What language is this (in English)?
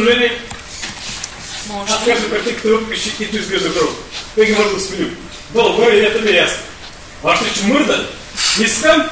Bulgarian